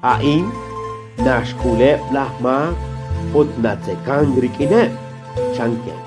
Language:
Kekchí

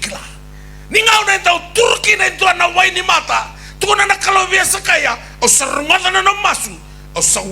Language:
Fijian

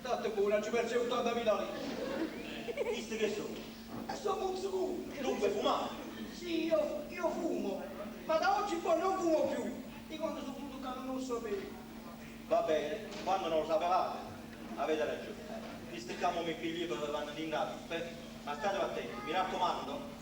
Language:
Neapolitan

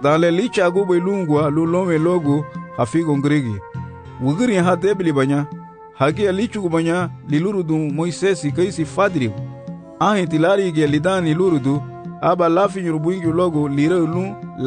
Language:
Garifuna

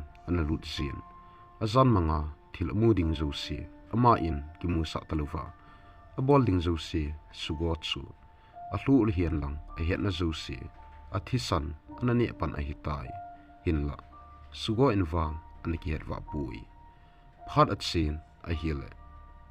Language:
Thado Chin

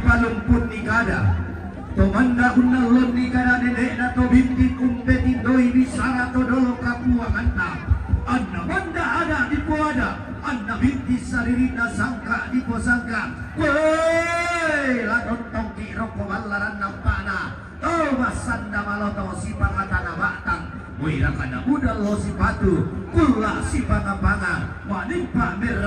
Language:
Toraja-Sa'dan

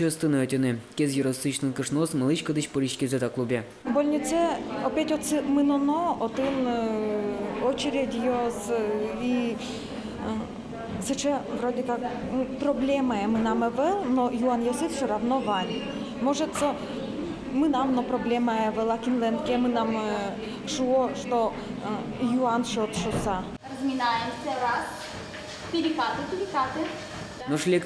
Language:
Udmurt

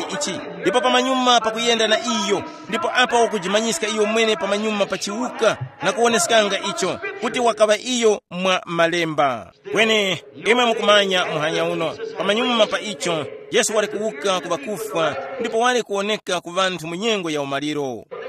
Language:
Tumbuka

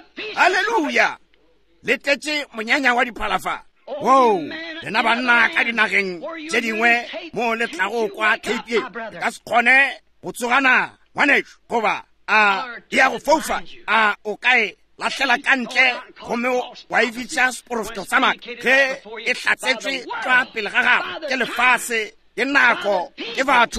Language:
Northern Sotho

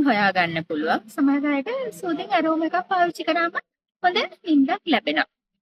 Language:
Sinhala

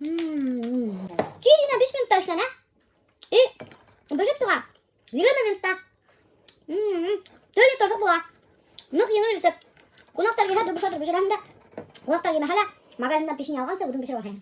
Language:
Bashkir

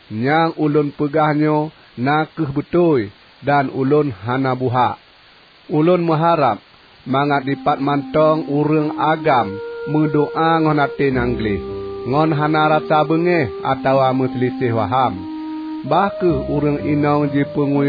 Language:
Achinese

